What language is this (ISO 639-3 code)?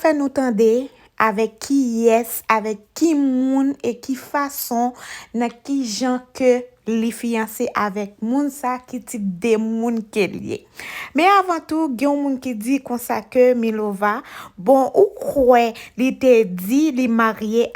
hat